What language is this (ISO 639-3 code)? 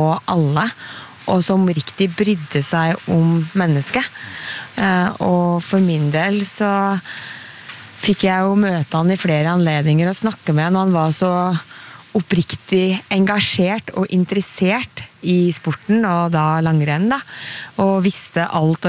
nor